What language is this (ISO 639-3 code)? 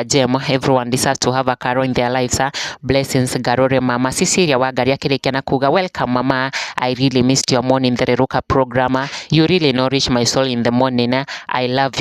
kik